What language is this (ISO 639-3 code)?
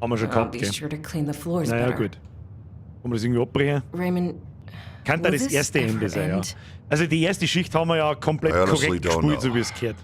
bar